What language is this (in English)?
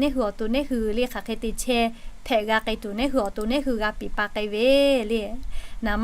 Lahu